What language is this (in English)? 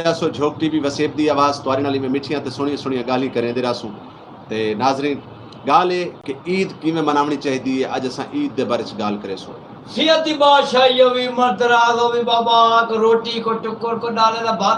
Saraiki